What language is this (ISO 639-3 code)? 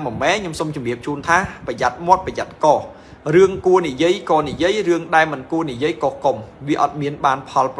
khm